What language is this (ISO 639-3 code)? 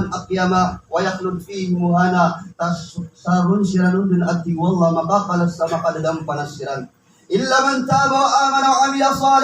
mrw